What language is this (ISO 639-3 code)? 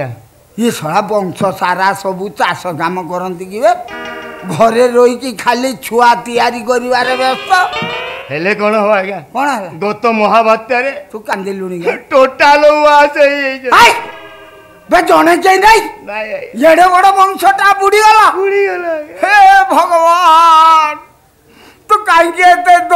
ori